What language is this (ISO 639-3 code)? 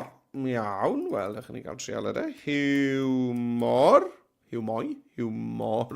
cym